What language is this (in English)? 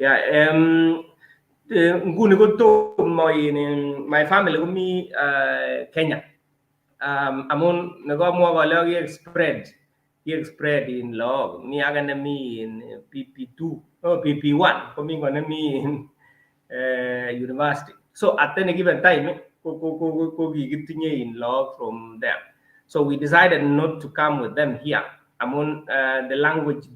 Kalenjin